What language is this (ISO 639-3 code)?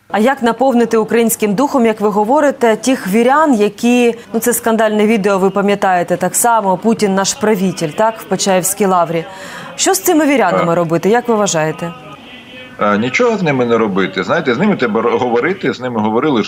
ukr